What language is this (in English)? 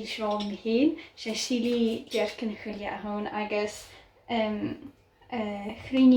Scottish Gaelic